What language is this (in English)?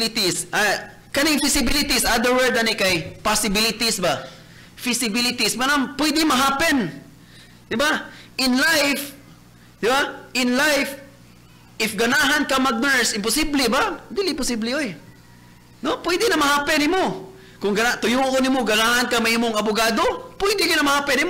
Cebuano